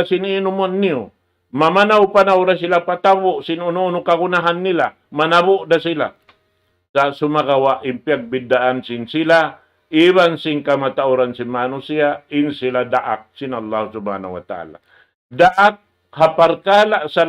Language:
Tausug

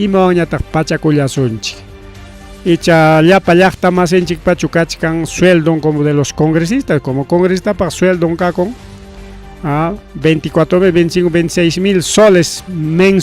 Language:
Ayacucho Quechua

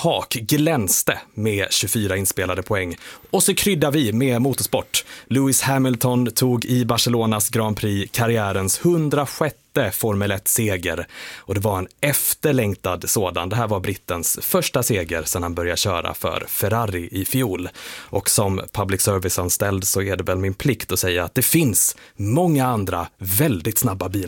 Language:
Swedish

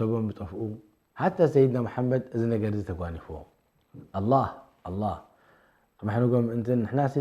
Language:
Tigrinya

